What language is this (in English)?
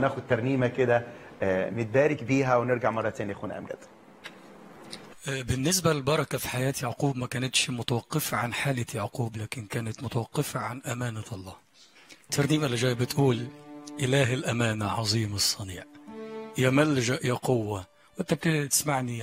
Egyptian Arabic